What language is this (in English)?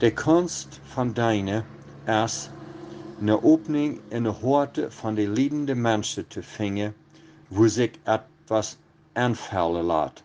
Plautdietsch